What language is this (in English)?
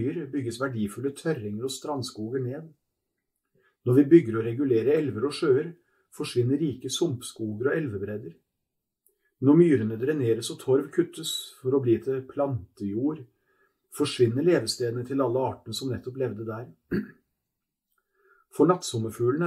Norwegian